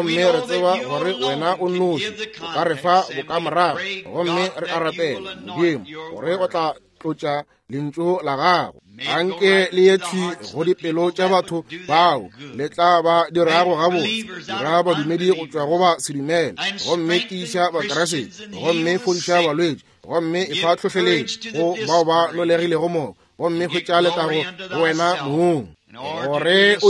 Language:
Northern Sotho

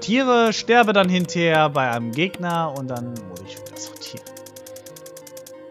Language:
German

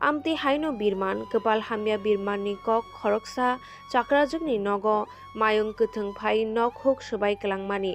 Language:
Kok Borok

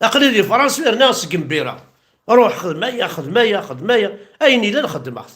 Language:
Kabyle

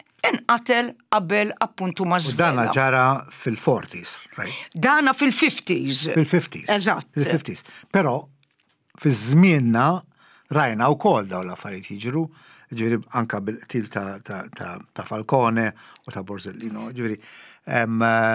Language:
Maltese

